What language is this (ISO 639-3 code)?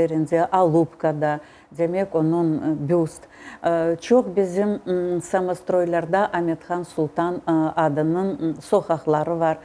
crh